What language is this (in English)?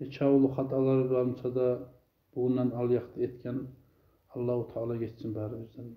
Kumyk